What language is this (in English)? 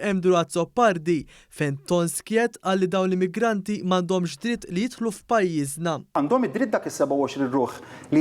Maltese